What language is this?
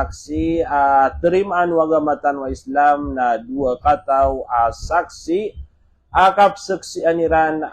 Maranao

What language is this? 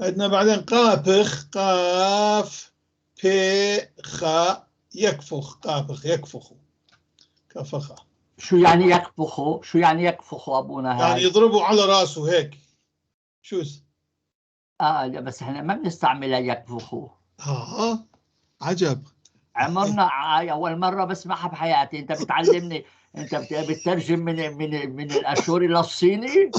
North Levantine Arabic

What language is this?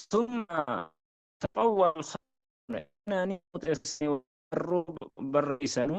Oromo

